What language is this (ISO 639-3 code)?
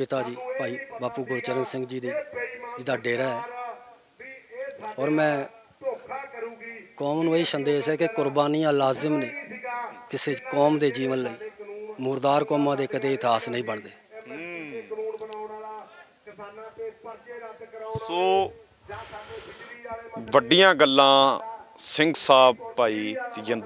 pan